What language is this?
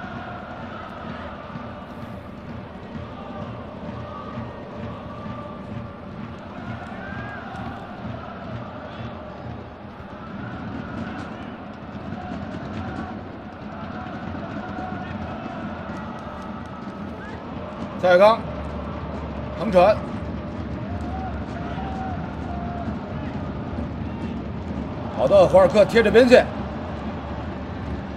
Chinese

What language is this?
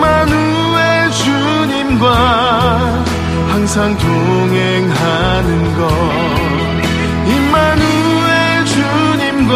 Korean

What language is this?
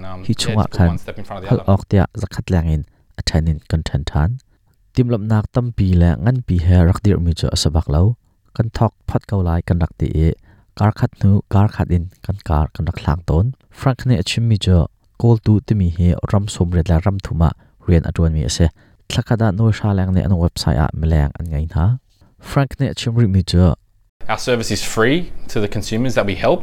Hakha Chin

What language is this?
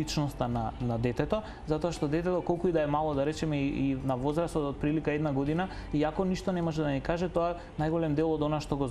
Macedonian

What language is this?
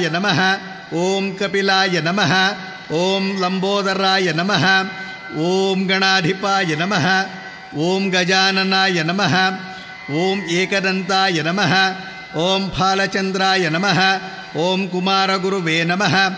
Kannada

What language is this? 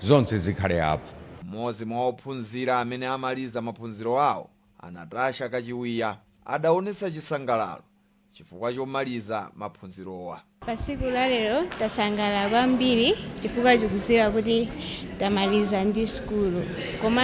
Nyanja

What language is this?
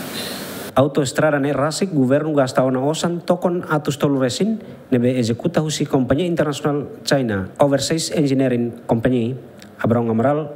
Tetum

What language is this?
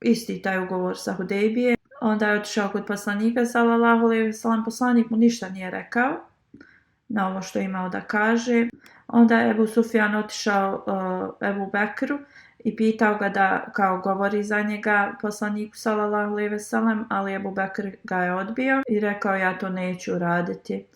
Bosnian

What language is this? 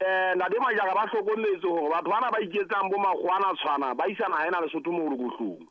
Southern Sotho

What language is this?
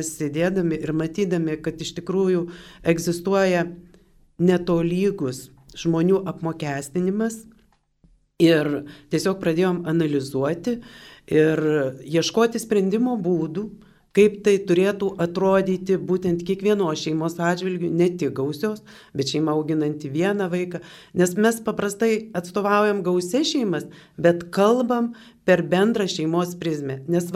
Lithuanian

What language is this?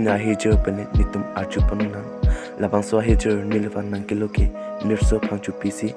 Karbi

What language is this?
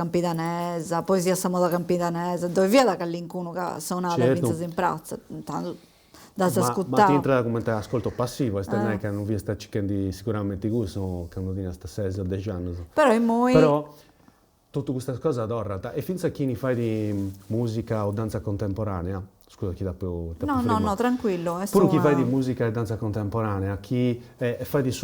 Sardinian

